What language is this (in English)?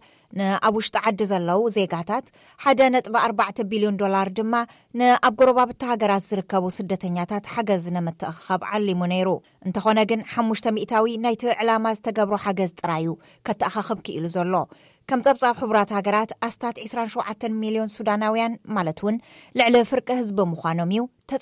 Tigrinya